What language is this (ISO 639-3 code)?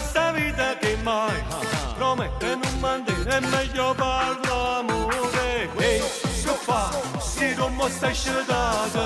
nap